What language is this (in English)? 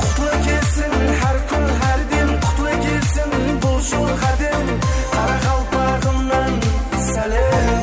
Kara-Kalpak